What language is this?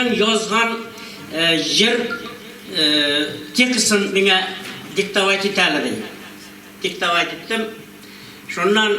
Tatar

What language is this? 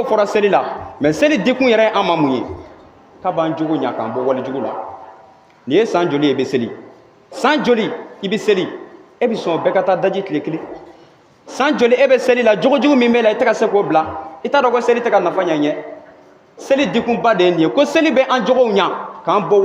Bambara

